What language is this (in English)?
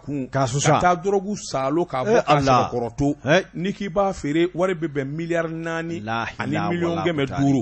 Bambara